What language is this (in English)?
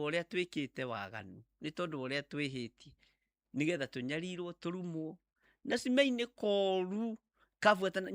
Kikuyu